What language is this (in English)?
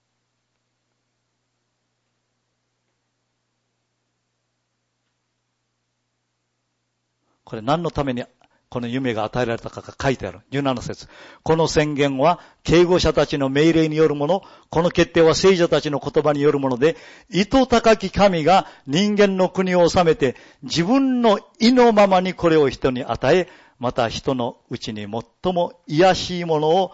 Japanese